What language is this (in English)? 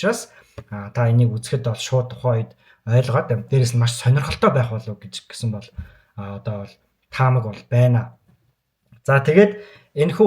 Mongolian